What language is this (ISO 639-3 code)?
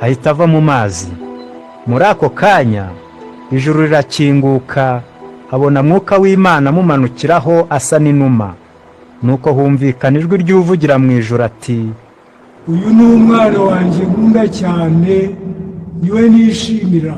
kin